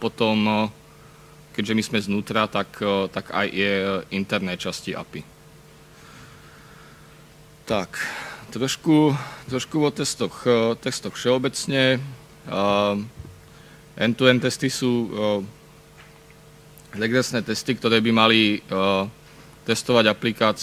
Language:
Slovak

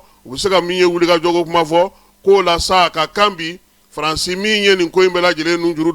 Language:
Bambara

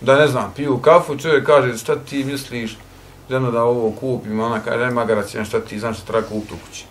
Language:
Bosnian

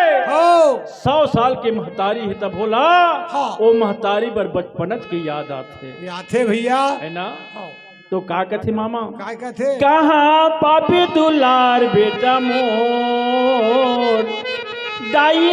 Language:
Chhattisgarhi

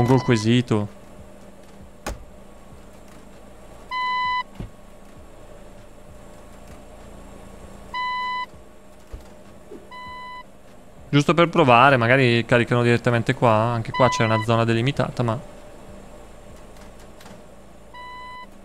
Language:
Italian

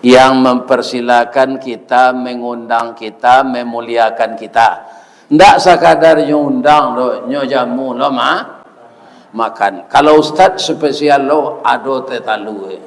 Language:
Minangkabau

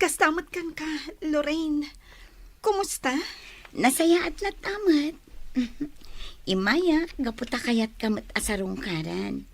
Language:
Iloko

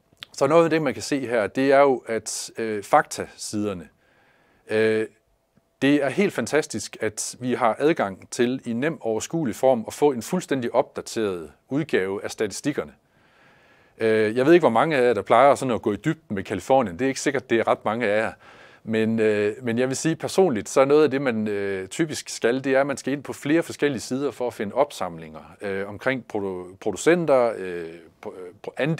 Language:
Danish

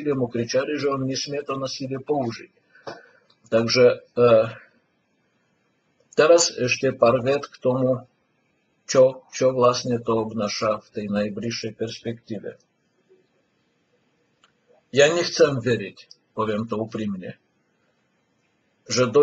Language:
Slovak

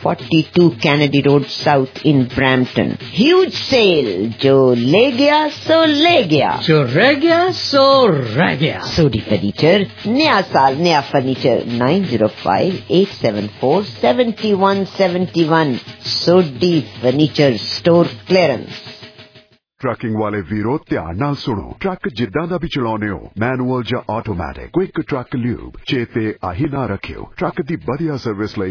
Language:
Punjabi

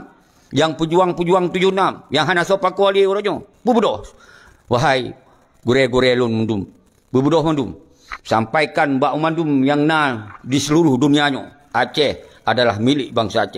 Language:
Achinese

